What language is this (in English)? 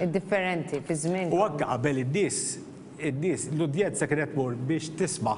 Maltese